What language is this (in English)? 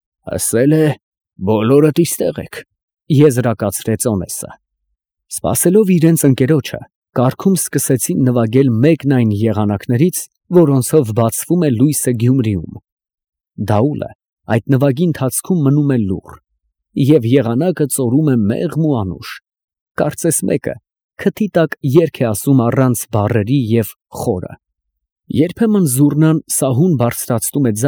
Armenian